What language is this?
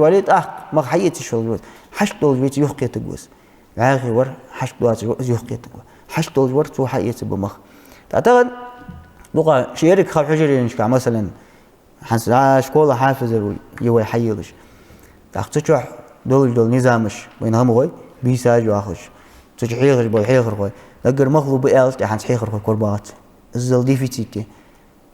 Ingush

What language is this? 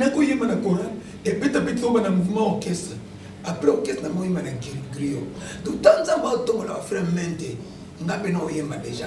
Lingala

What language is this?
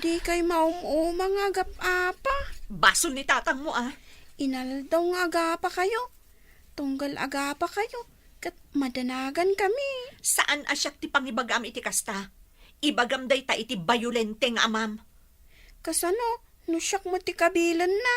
Iloko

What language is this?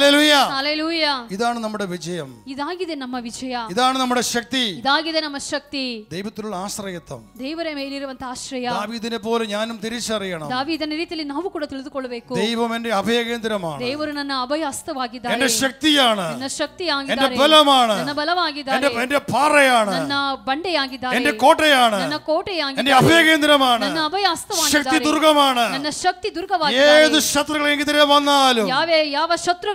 Malayalam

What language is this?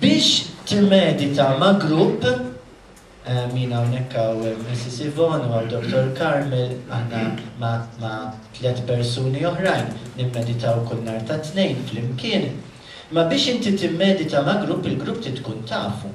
Maltese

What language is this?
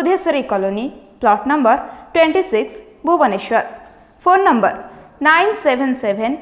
Odia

